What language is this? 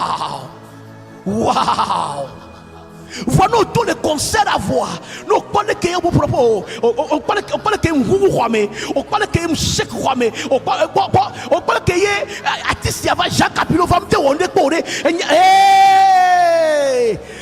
Ewe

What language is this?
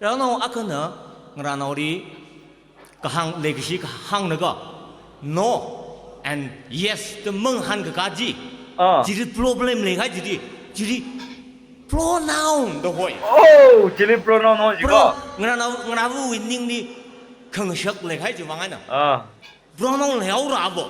Tangkhul Naga (India)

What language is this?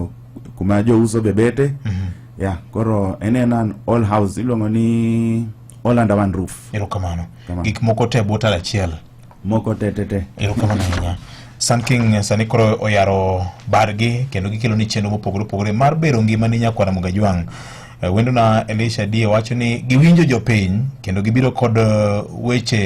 Luo (Kenya and Tanzania)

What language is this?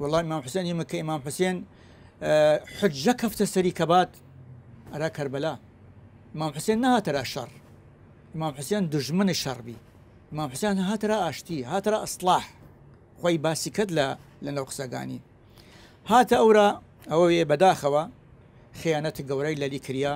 Southern Kurdish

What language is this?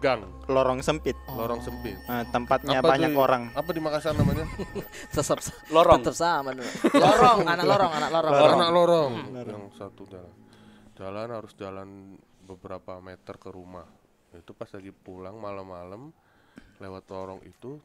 Makassar Malay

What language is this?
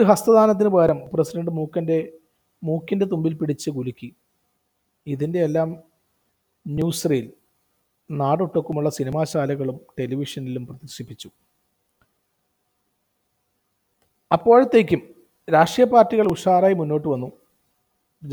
Malayalam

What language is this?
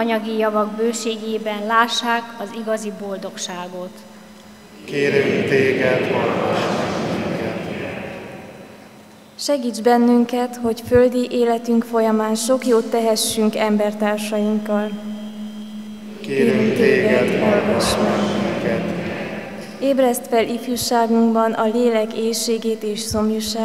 Hungarian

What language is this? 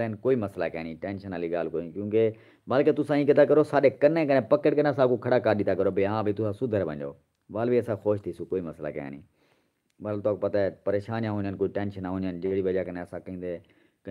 Saraiki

